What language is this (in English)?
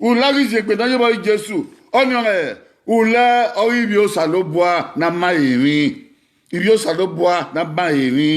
Bini